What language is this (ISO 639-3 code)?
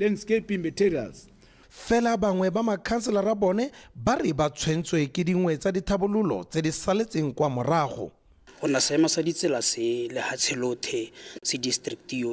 tsn